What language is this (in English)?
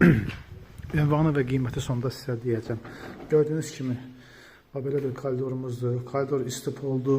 Azerbaijani